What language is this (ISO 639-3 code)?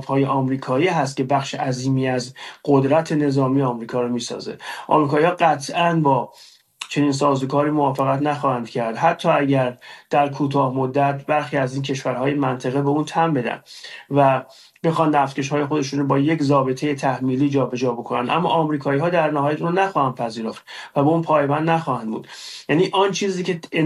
fas